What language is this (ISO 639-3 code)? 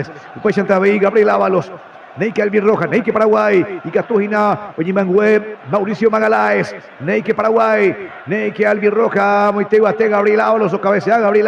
grn